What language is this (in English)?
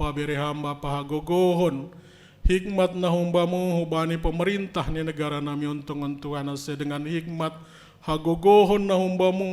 Batak Simalungun